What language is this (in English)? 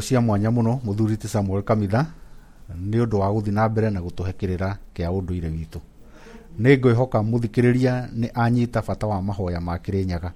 Kikuyu